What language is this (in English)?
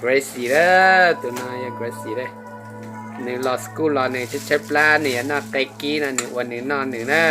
Hmong